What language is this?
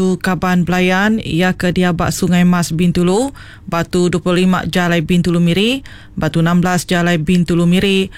Iban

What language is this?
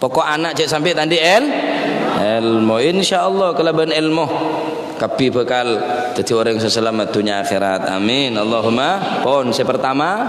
Madurese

